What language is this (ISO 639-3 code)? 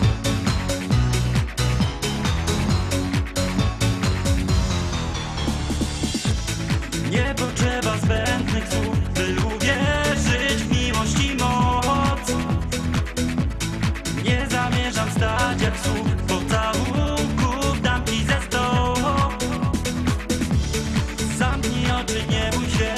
pol